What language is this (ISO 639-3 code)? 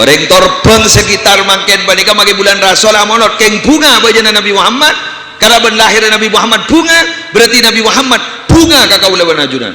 mad